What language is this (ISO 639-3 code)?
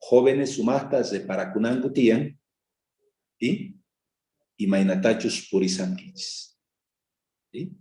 quh